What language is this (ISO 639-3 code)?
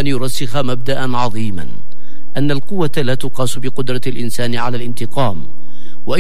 ara